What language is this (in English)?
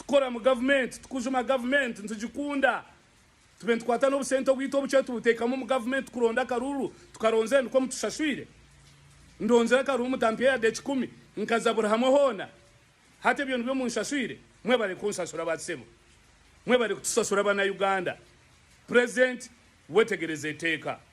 Ganda